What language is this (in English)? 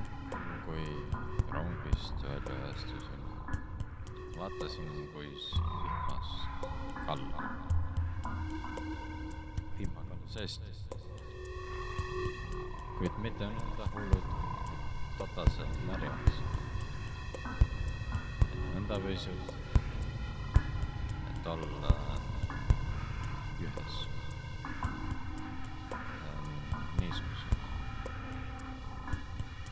Estonian